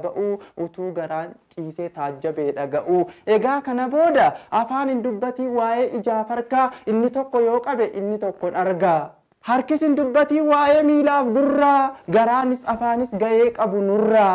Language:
Oromo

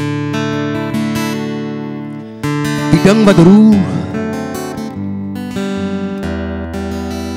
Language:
Afrikaans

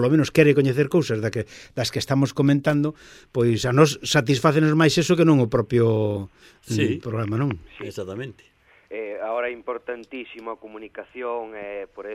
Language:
Galician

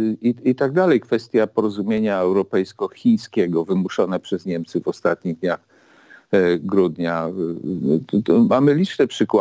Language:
Polish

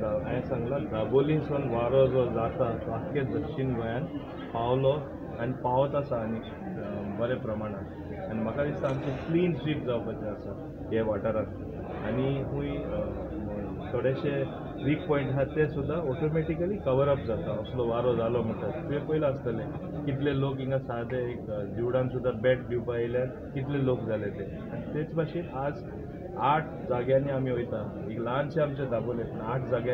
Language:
Konkani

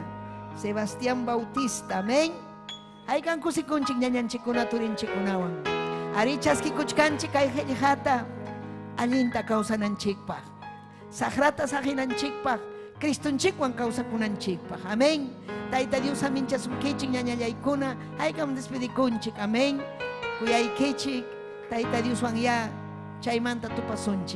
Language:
Ayacucho Quechua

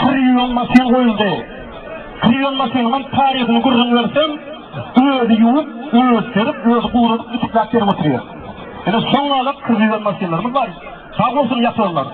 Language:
Turkmen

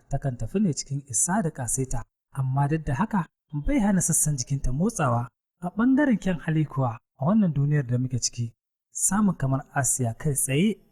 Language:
Hausa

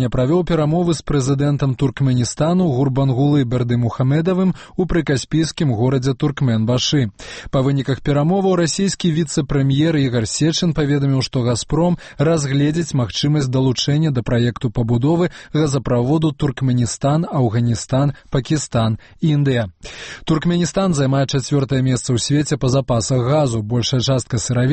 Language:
Belarusian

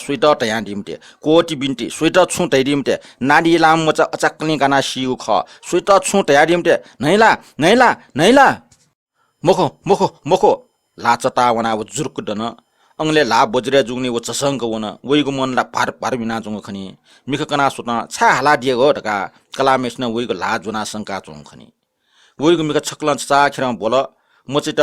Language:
Newari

